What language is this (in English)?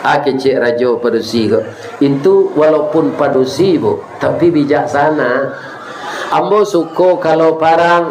Minangkabau